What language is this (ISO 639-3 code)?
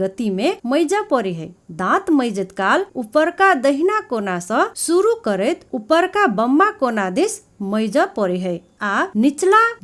mai